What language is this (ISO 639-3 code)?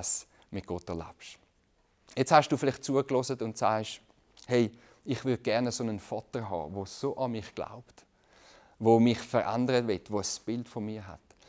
gsw